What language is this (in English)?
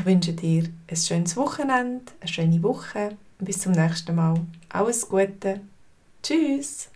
Swiss German